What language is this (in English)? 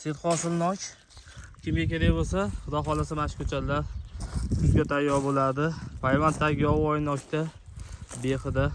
Uzbek